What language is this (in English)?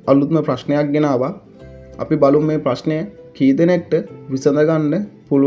Sinhala